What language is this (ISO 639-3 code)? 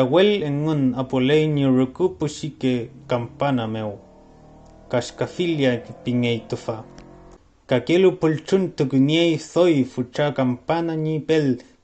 arn